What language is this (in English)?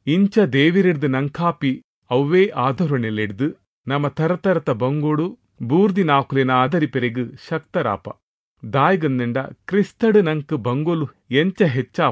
Tulu